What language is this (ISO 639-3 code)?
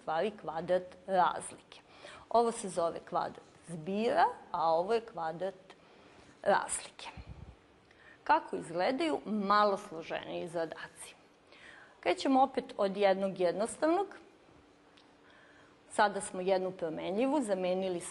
srp